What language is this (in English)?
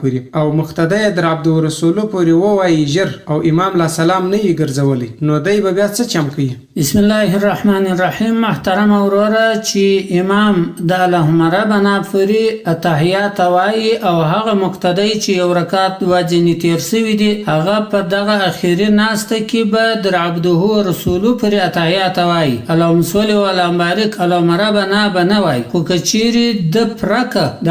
Pashto